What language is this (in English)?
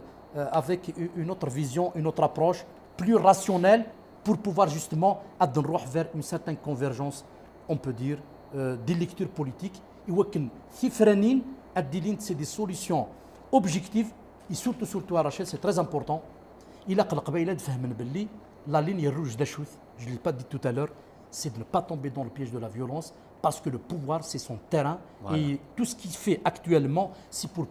Kabyle